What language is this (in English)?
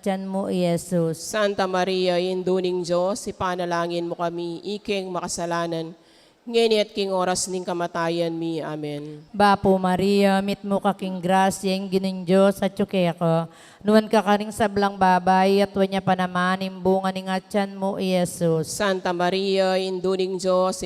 Pampanga